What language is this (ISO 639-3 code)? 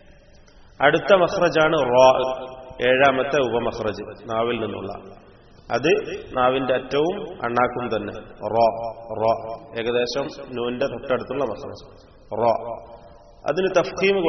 mal